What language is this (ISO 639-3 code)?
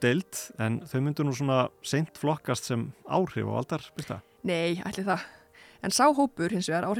isl